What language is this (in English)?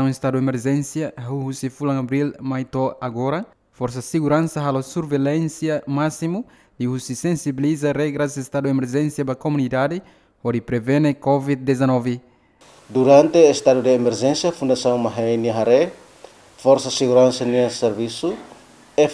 Tetum